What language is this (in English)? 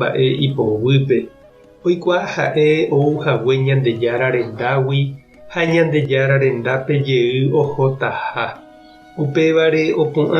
Guarani